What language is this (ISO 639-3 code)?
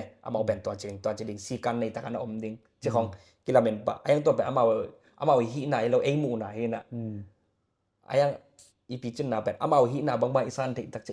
ctd